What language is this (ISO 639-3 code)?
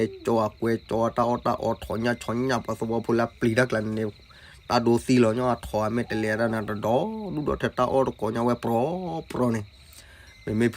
ksw